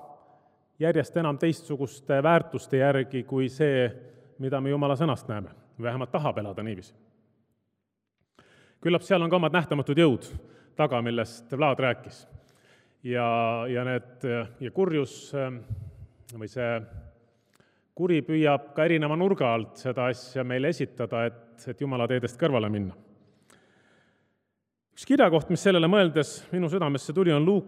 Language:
Estonian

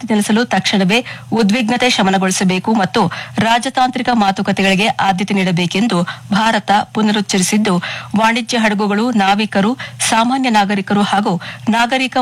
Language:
Kannada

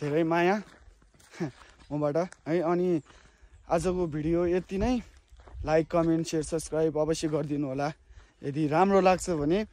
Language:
Nepali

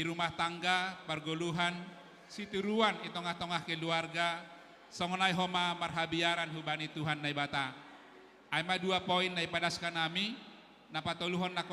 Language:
Batak Simalungun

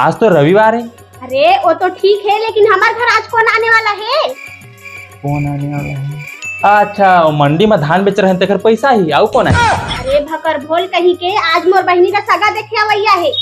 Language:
Chhattisgarhi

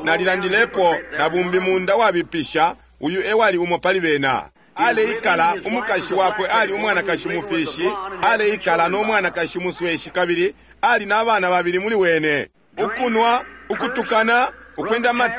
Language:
Bemba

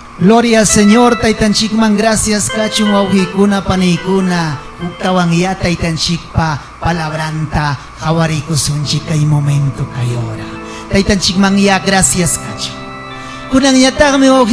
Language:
Ayacucho Quechua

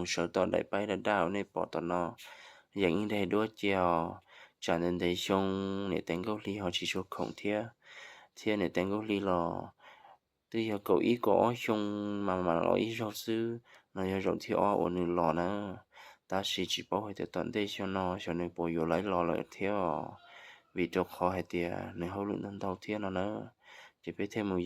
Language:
Hmong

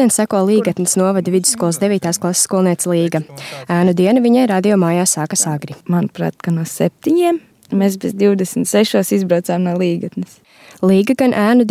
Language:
Latvian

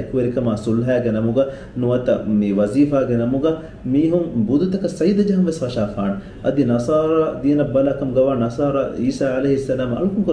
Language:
Divehi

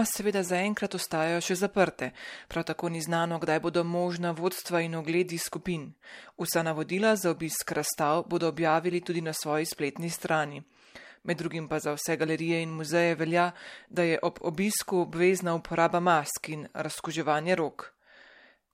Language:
Slovenian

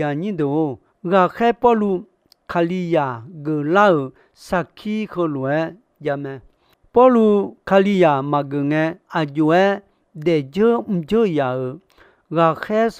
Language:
Akha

